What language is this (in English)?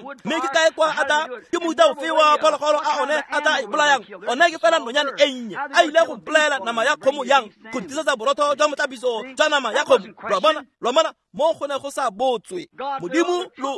Tswana